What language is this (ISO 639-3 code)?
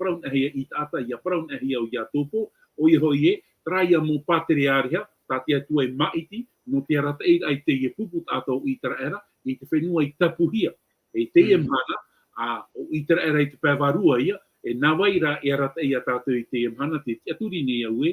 tah